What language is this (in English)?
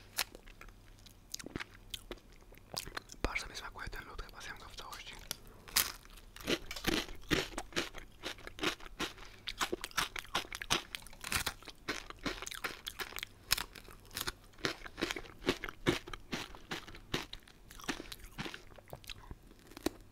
Polish